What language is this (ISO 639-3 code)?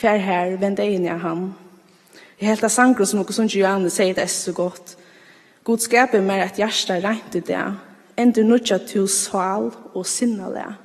fao